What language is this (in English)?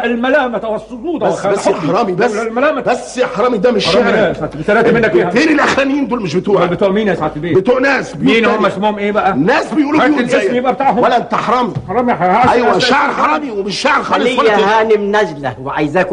Egyptian Arabic